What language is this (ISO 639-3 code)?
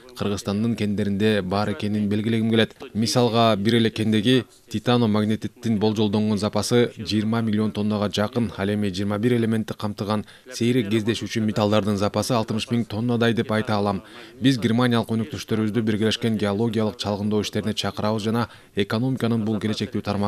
kir